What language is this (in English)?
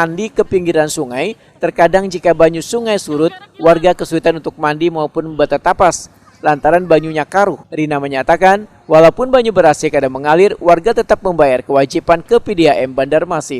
Banjar